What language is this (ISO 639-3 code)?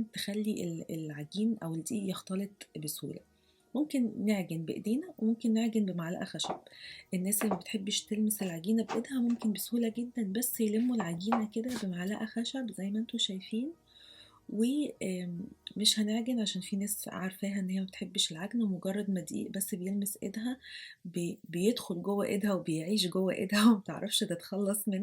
arz